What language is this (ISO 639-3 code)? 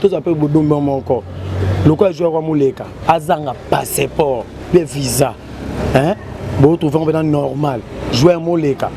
lin